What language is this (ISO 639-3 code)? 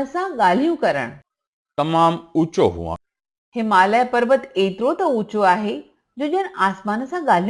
snd